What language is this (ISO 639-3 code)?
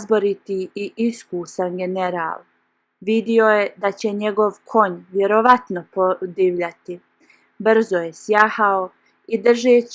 bos